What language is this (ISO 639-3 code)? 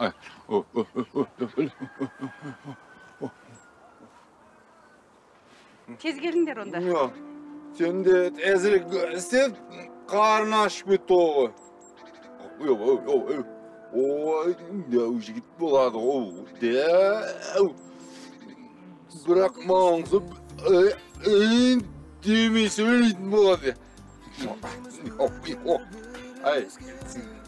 kaz